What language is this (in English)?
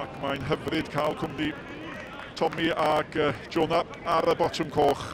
Welsh